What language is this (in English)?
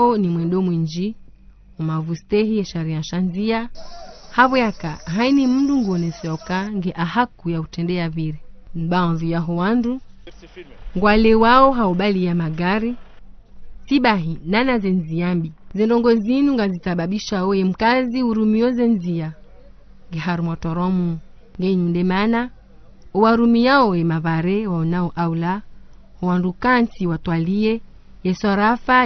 Ngazidja Comorian